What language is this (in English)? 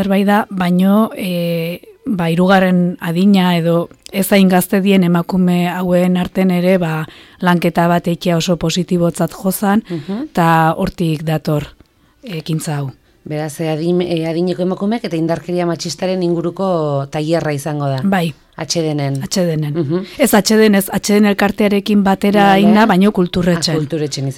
Basque